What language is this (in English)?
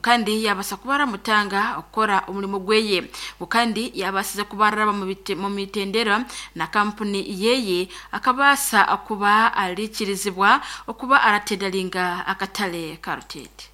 Nyankole